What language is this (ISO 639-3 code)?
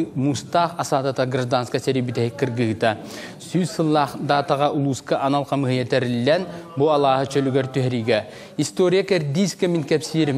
sah